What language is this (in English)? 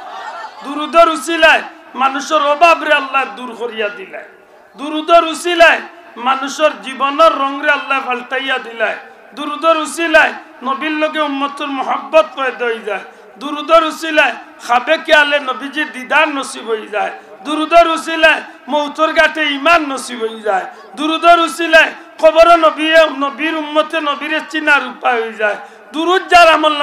Sylheti